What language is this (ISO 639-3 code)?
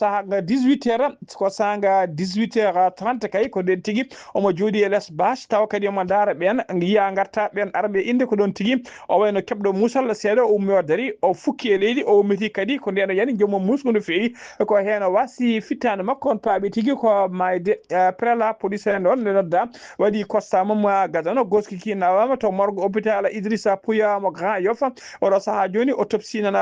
ful